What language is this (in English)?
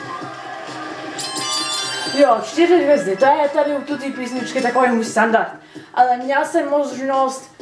Czech